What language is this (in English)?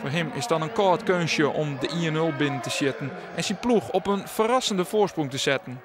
Western Frisian